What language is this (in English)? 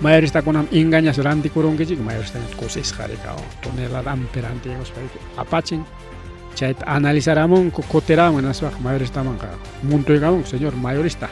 Ayacucho Quechua